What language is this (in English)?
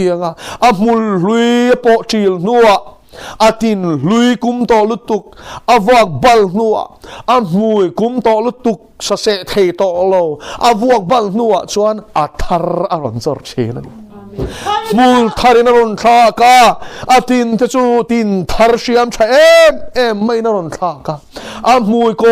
Mizo